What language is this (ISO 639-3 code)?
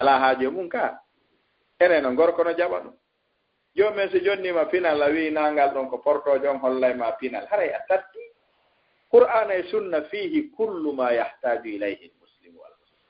ful